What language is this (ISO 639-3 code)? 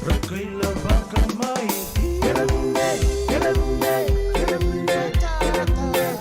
fij